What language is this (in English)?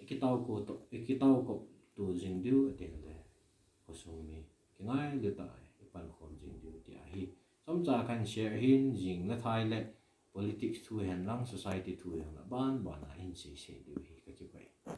Thado Chin